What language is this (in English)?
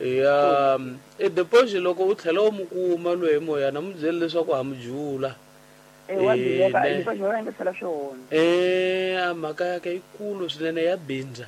Tsonga